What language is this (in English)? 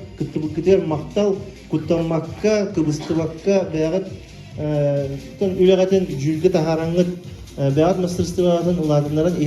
Yakut